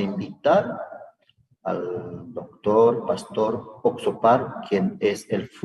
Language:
South Bolivian Quechua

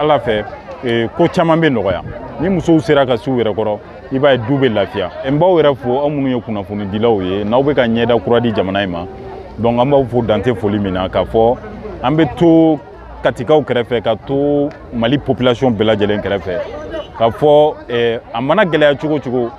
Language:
Bambara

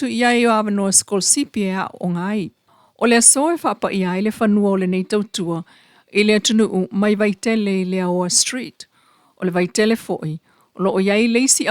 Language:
Samoan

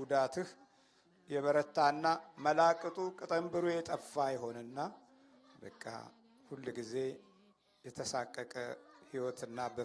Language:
Amharic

